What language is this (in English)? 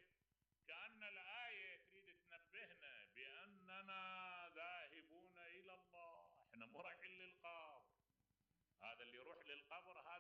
Mesopotamian Arabic